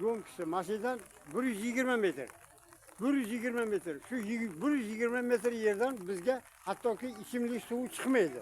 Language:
Uzbek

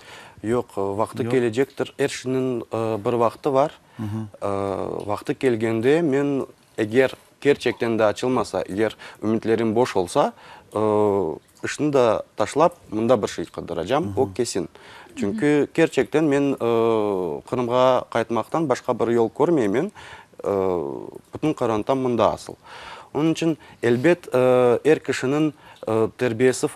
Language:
Crimean Tatar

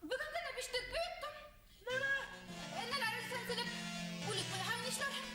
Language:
Bashkir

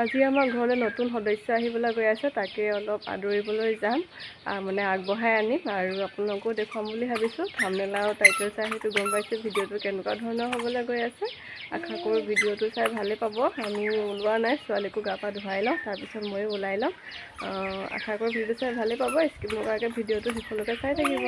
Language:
Assamese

